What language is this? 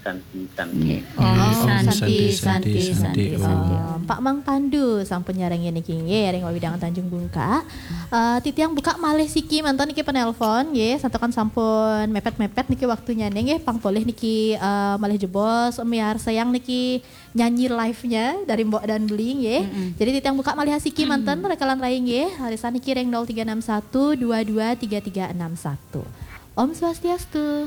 Balinese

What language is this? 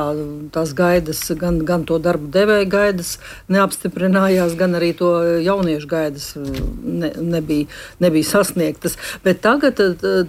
Latvian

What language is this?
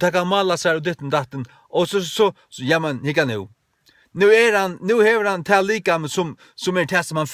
Faroese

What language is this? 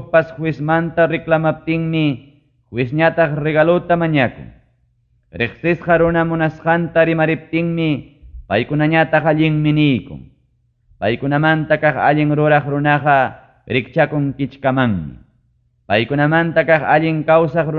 Ayacucho Quechua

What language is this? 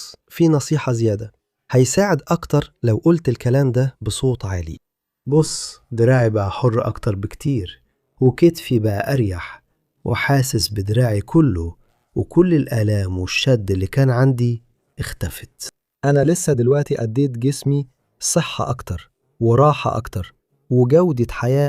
Egyptian Arabic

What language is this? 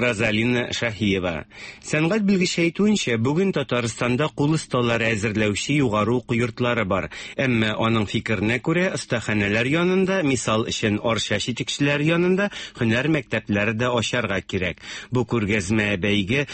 Tatar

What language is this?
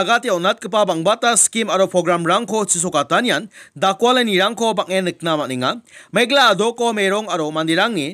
Garo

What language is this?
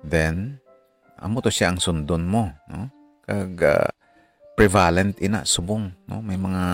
Hiligaynon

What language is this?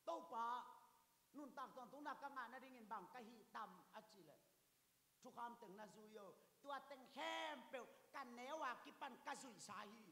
Tedim Chin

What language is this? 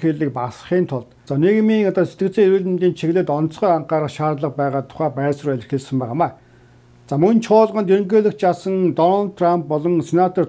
Mongolian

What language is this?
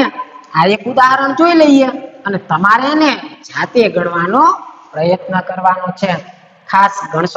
Gujarati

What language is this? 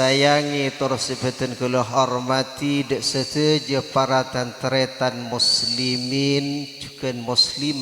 Madurese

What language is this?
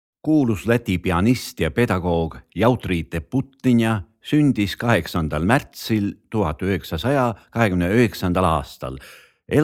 Estonian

